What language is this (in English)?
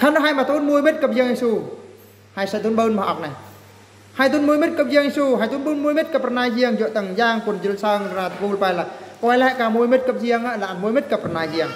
Eastern Bru